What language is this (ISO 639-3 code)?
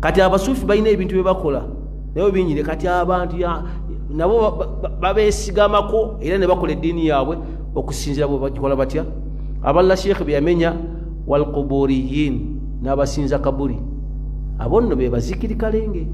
lug